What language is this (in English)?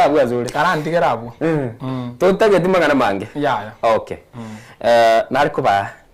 Gusii